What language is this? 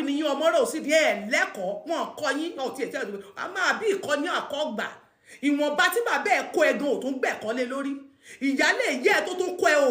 Yoruba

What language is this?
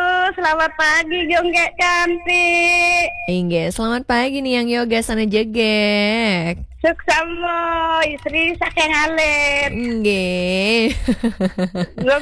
Balinese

